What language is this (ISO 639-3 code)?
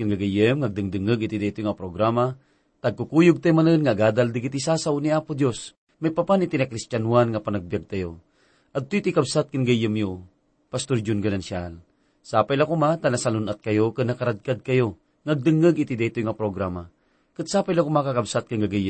ilo